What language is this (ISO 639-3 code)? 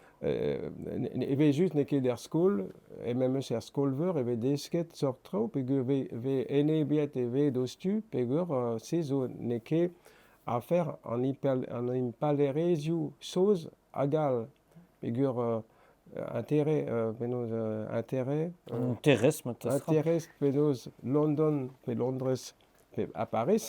bre